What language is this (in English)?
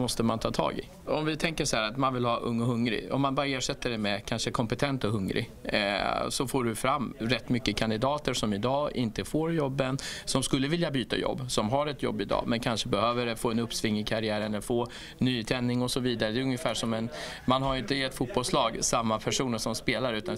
Swedish